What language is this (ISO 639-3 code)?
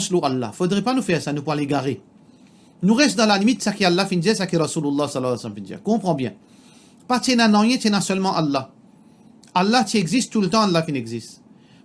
mfe